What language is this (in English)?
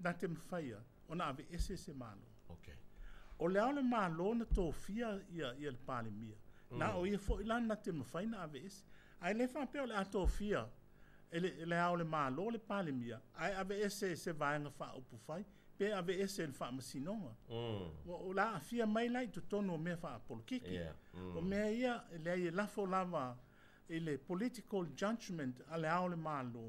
Samoan